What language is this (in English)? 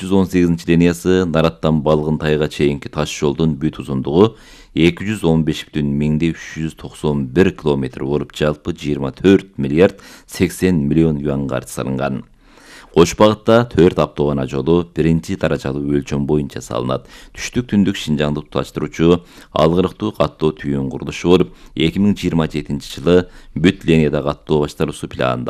Kyrgyz